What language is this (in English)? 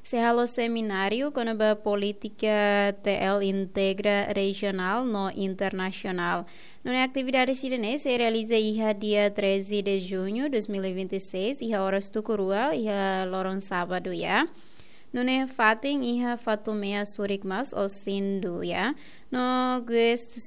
Tetum